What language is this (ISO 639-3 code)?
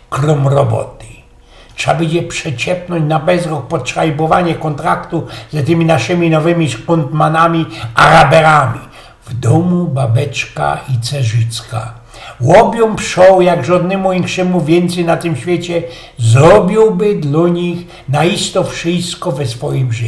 szl